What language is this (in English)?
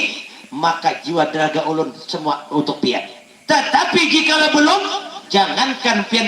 Banjar